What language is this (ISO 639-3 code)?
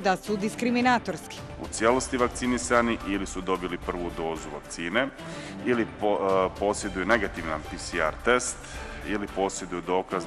bos